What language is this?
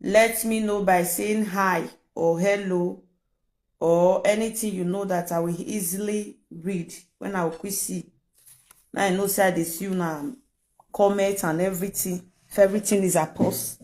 Nigerian Pidgin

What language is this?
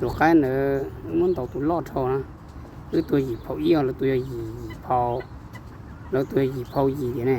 Hmong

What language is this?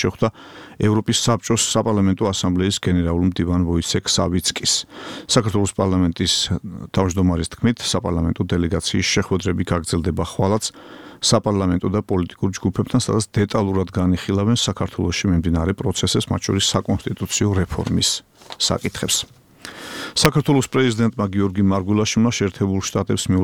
Georgian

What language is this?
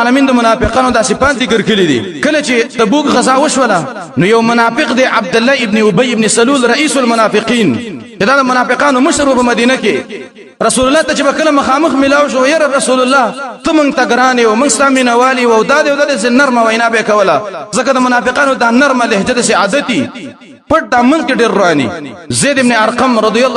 Pashto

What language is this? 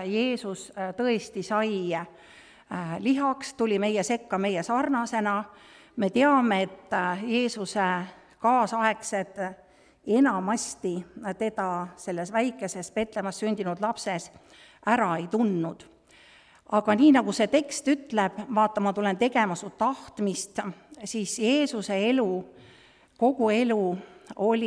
Estonian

